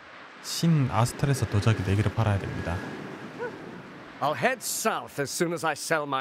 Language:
Korean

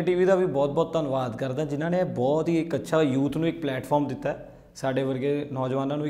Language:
Punjabi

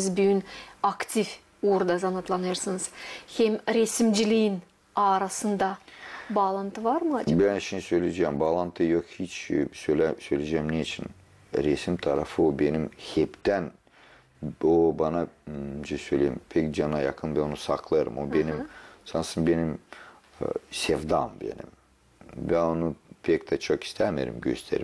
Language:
Gagauz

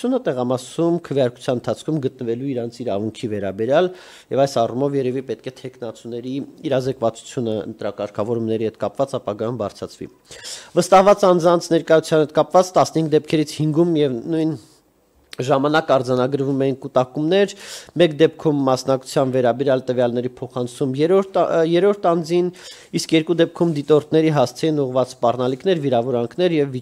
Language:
Armenian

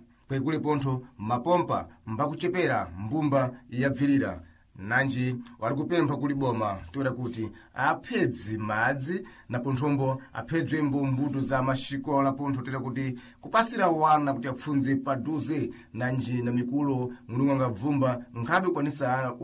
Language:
Sena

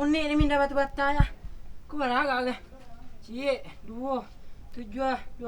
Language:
Minangkabau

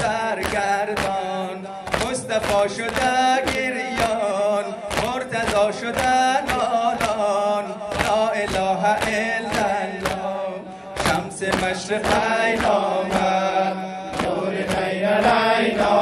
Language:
Persian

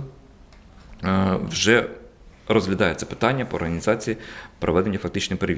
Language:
Ukrainian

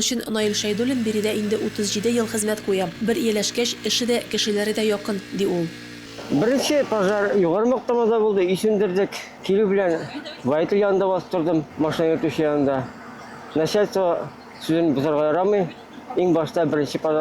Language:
Tatar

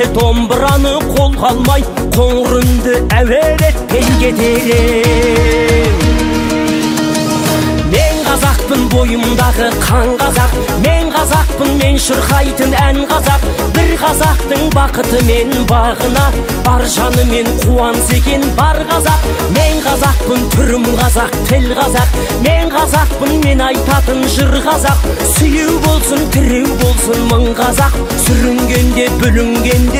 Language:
Kazakh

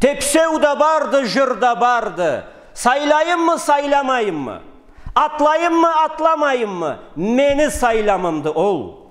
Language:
Karachay-Balkar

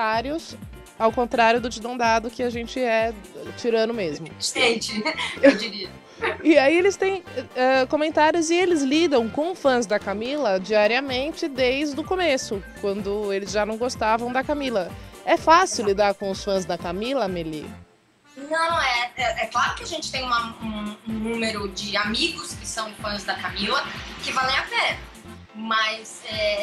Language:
Portuguese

